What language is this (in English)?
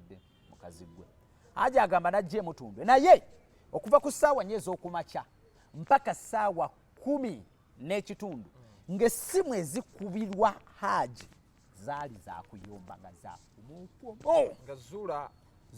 Ganda